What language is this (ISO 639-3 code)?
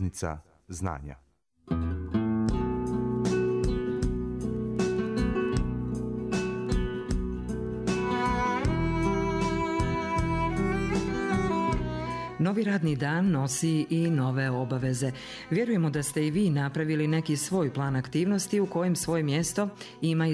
bos